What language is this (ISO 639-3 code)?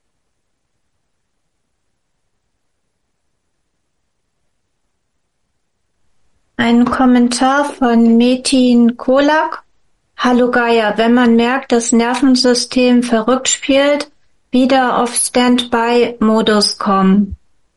deu